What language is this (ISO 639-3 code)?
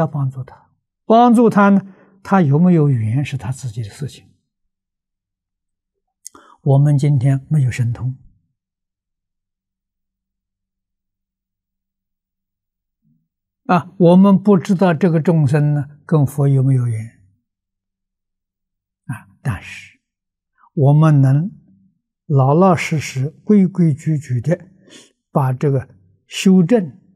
zho